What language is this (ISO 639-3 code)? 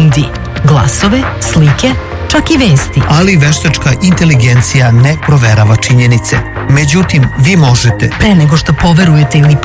srp